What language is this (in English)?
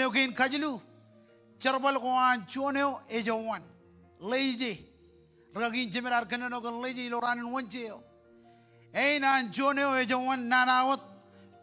Marshallese